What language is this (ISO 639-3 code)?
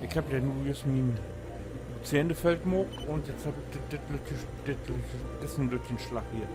nds